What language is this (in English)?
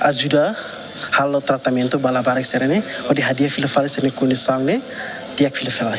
Tetum